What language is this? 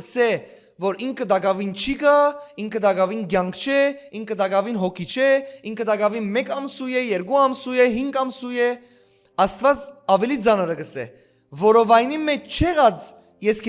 Western Armenian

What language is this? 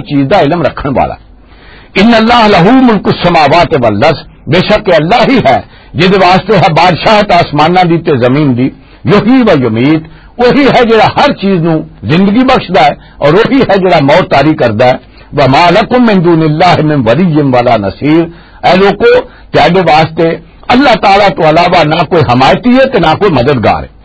Western Panjabi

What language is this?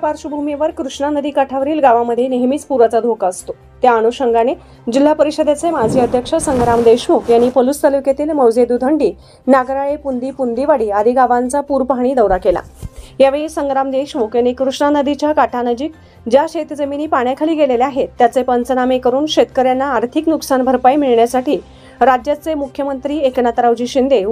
Marathi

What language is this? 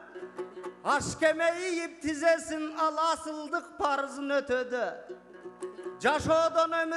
Kyrgyz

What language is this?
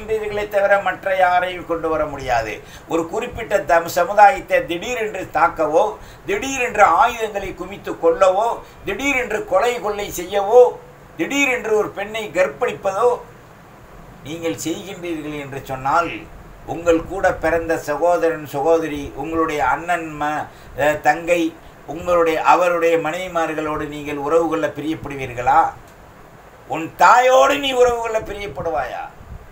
Tamil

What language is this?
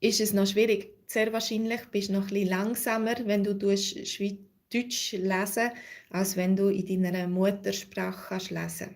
Swiss German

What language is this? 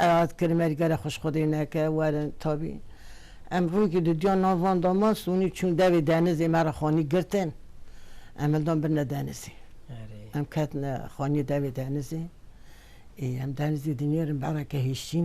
Kurdish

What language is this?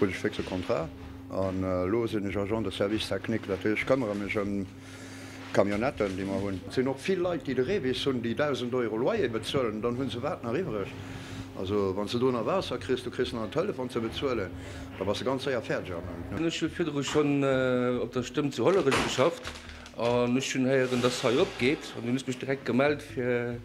Luxembourgish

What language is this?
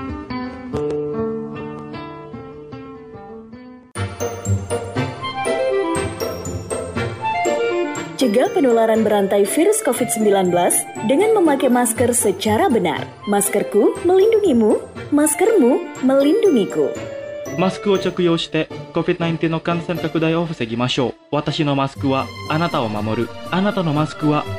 Indonesian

